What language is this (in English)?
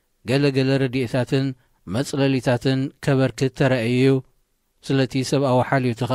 Tigrinya